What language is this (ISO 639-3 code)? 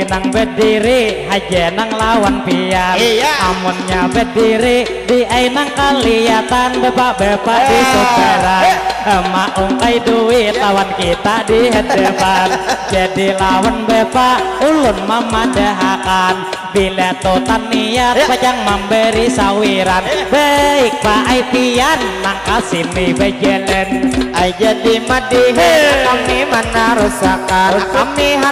bjn